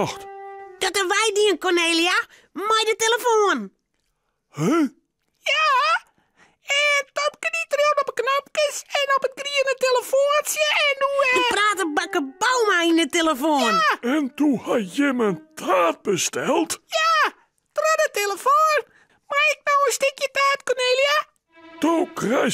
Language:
Western Frisian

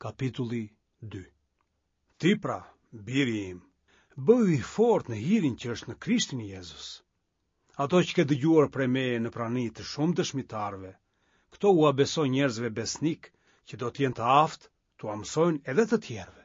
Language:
Albanian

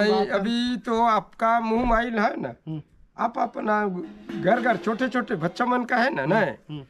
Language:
Chhattisgarhi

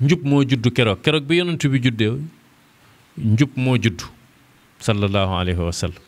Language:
Wolof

